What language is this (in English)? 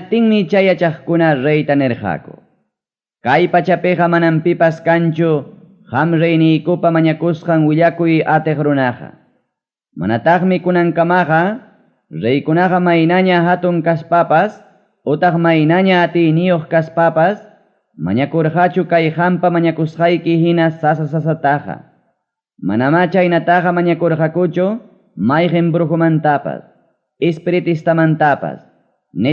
Ayacucho Quechua